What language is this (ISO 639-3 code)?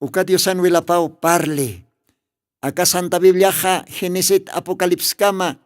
aym